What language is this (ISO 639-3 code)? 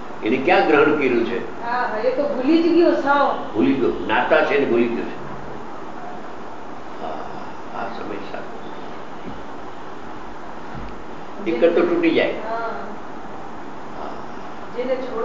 guj